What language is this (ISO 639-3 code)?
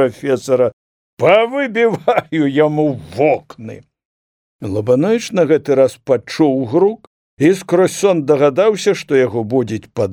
bel